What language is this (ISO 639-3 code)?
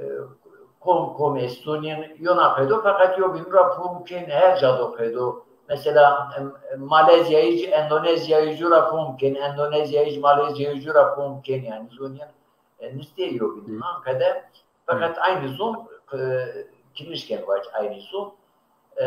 zza